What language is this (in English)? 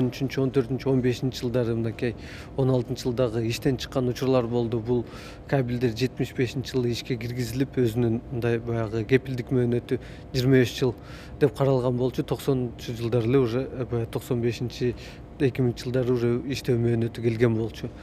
Kyrgyz